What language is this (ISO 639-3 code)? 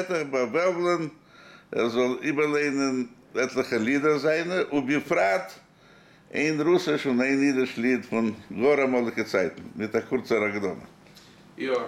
yid